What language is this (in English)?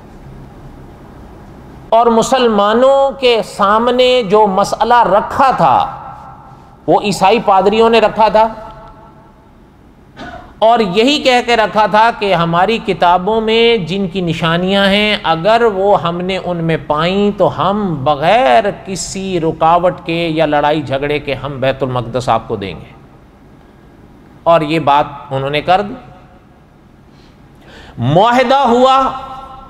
Urdu